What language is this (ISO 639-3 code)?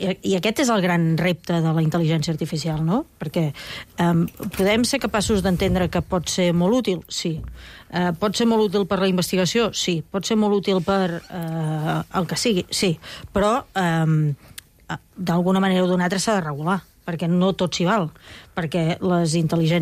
cat